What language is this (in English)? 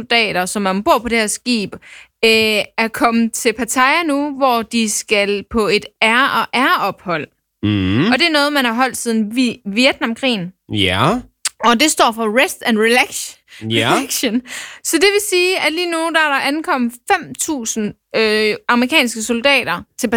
Danish